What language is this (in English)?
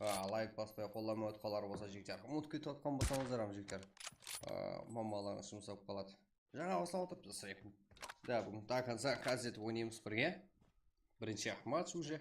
Kara-Kalpak